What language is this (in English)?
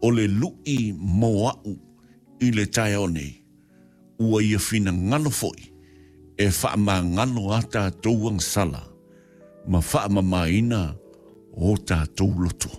Samoan